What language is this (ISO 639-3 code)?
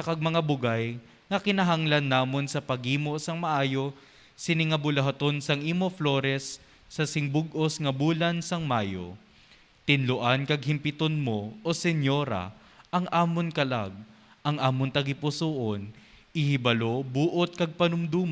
hil